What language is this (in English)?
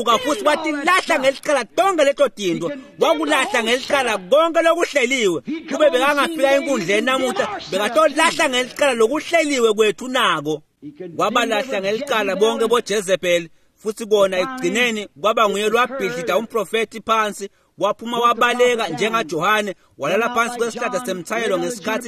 Swati